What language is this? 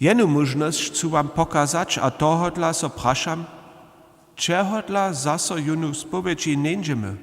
Upper Sorbian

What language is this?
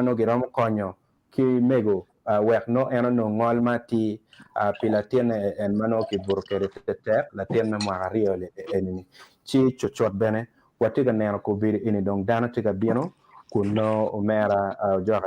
Acoli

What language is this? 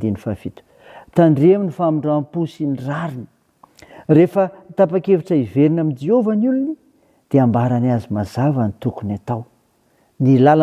Malagasy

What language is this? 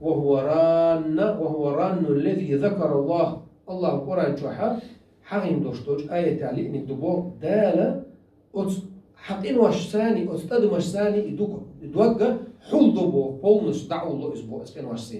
Chechen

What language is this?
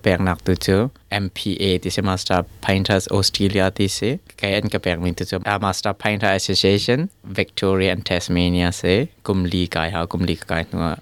Hakha Chin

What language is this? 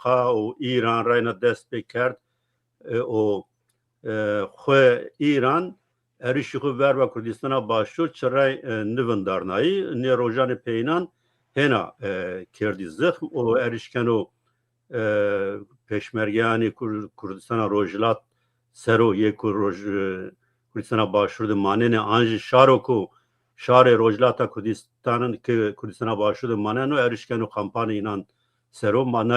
Zaza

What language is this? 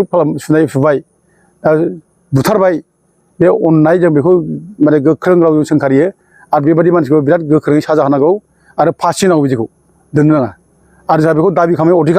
Bodo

